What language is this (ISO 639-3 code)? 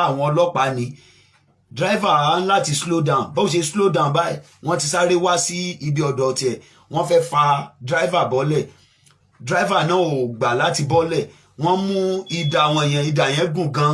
yor